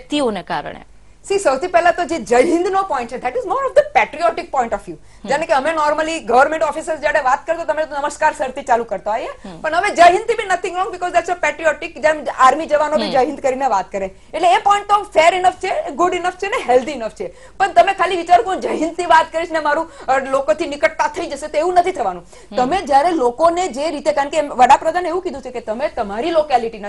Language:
Gujarati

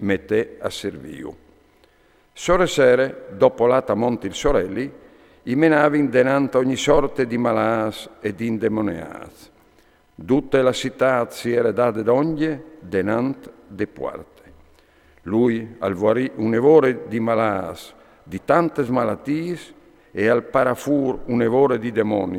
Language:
Friulian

